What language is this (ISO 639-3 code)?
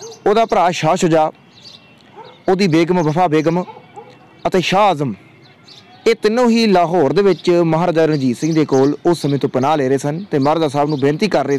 pan